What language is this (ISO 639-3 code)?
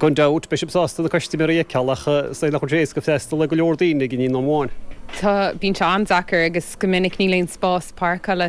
gle